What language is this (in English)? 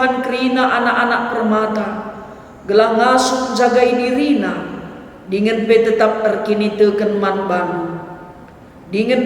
Batak Karo